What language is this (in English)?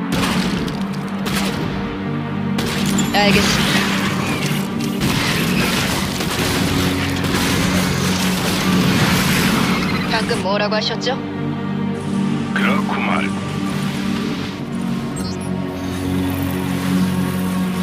Korean